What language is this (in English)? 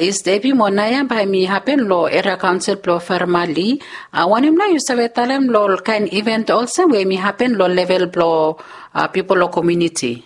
Bislama